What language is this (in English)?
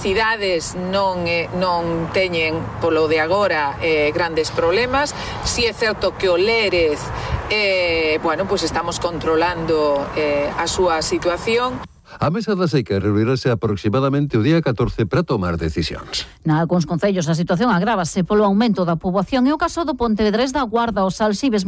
Galician